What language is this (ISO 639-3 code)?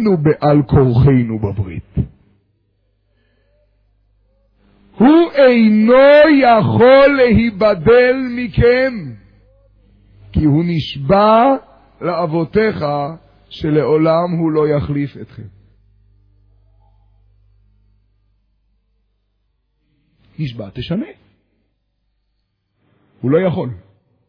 heb